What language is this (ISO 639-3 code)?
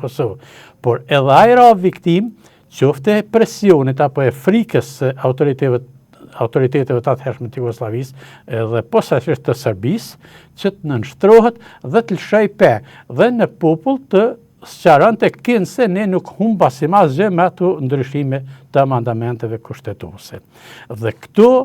sqi